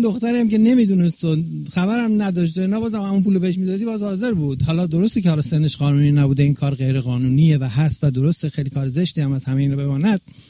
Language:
Persian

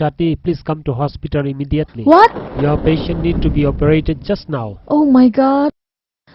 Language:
Kok Borok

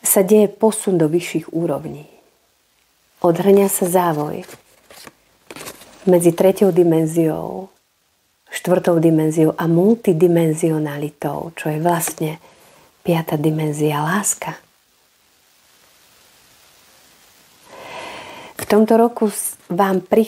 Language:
Slovak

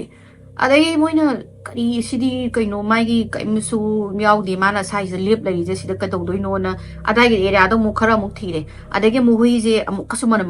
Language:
Manipuri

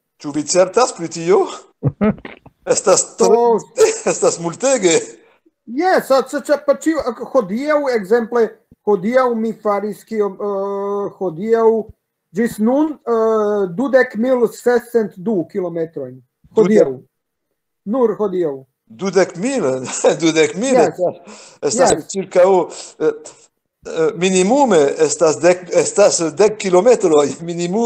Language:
Esperanto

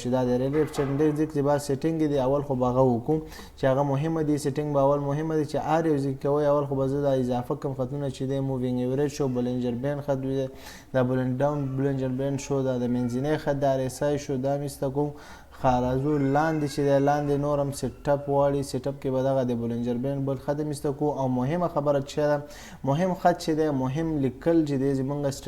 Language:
Pashto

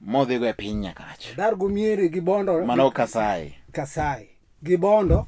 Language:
Luo (Kenya and Tanzania)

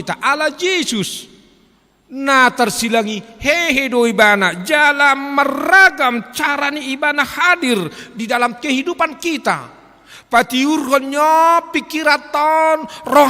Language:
Batak Toba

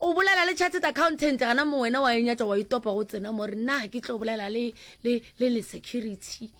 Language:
Northern Sotho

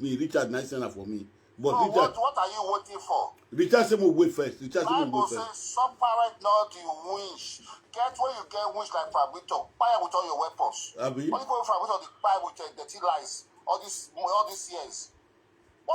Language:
Nigerian Pidgin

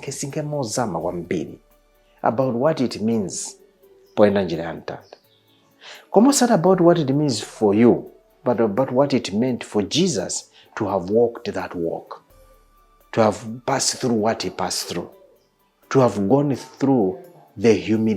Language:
Nyanja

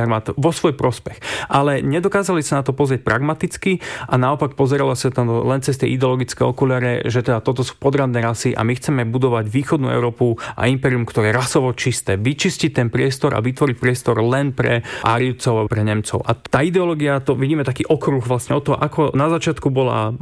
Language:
Slovak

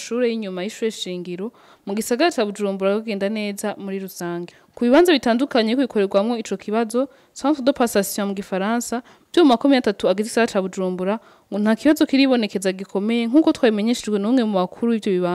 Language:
Rundi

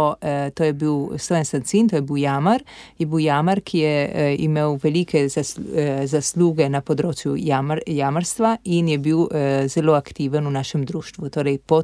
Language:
Slovenian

